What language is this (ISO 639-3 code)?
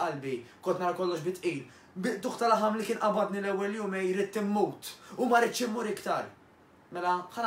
mlt